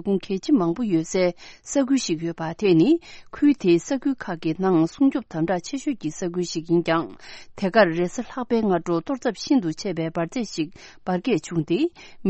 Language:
Tibetan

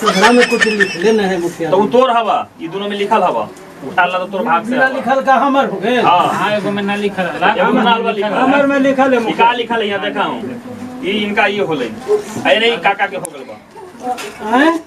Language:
Magahi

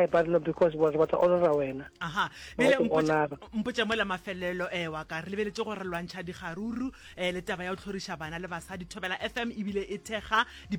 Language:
Northern Sotho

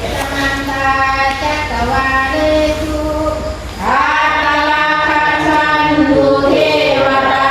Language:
Pali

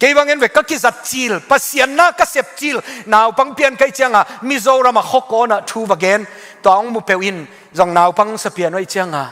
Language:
Tedim Chin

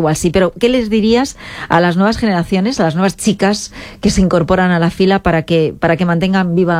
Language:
Spanish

